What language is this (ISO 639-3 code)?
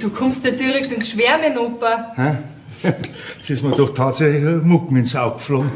bar